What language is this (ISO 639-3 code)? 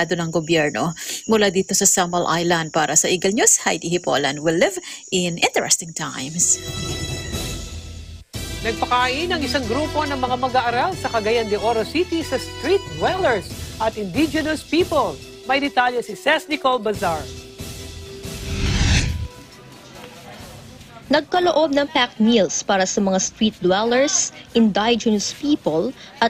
fil